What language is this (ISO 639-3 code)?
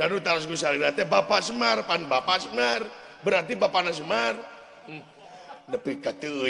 sun